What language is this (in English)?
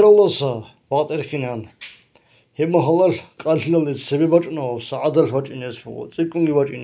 Avaric